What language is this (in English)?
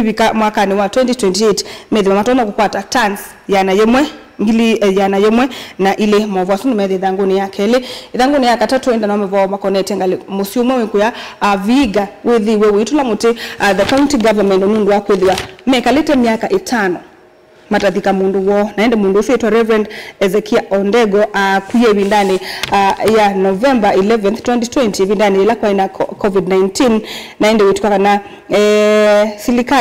Kamba